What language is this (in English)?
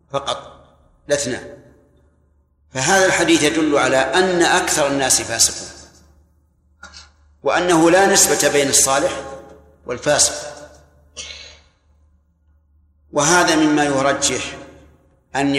Arabic